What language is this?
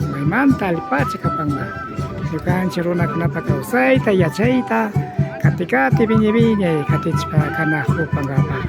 Imbabura Highland Quichua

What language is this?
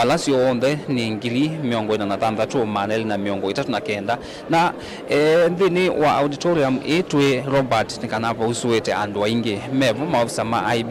Kamba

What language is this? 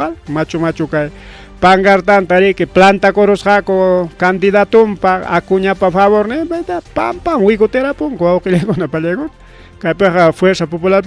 Ayacucho Quechua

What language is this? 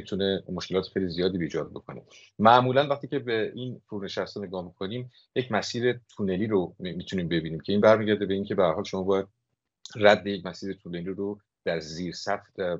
Persian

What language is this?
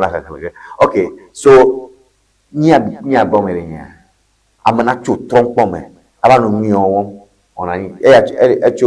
Ewe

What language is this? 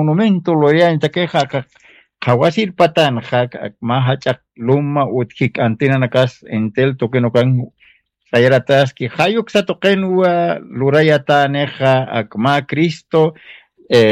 Aymara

